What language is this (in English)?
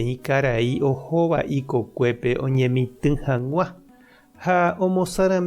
Guarani